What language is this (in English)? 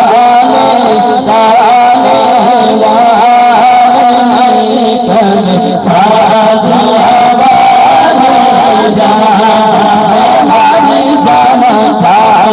Saraiki